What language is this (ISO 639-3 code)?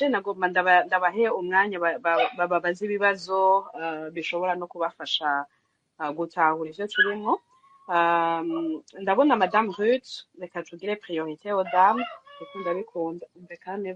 run